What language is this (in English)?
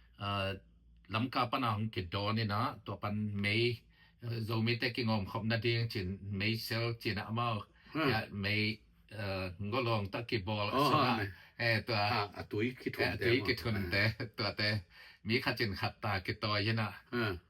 Tedim Chin